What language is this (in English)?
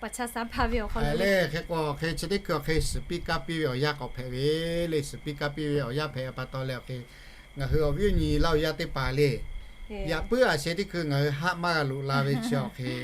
Lahu